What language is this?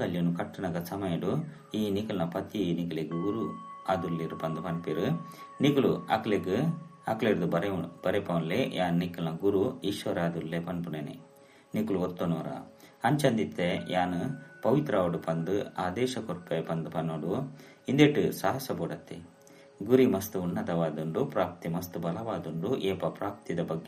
Tulu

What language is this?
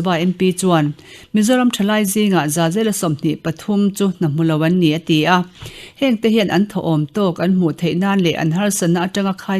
Mizo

